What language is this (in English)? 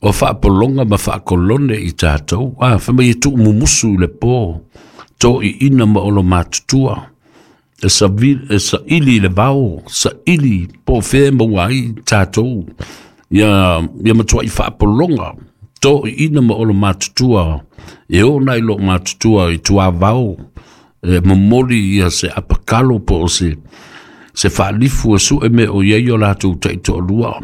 Samoan